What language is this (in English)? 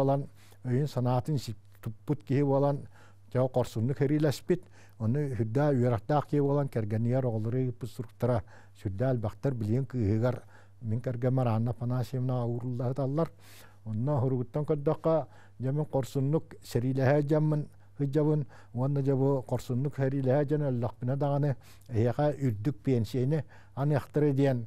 Yakut